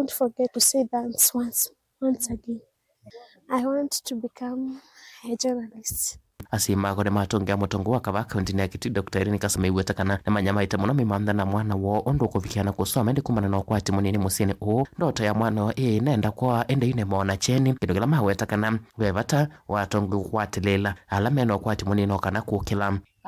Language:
Kamba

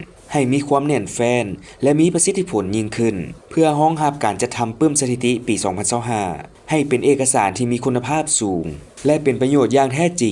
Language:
Lao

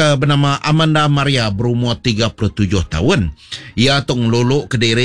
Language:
Iban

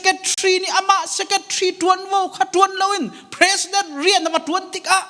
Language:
Hakha Chin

